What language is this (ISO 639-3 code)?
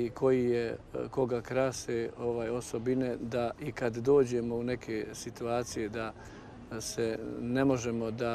bos